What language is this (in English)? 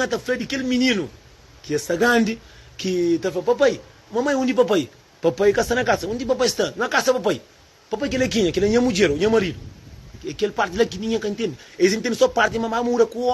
Kabuverdianu